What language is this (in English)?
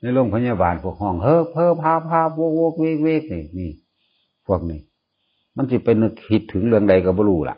Northeastern Thai